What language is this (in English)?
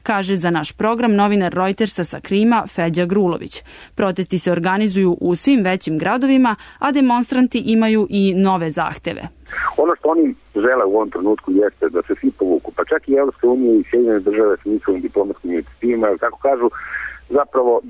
Serbian